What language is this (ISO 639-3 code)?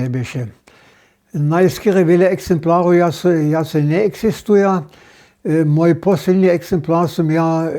hsb